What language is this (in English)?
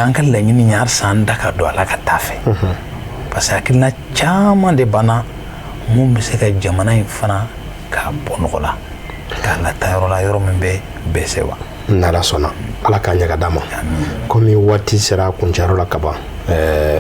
Bambara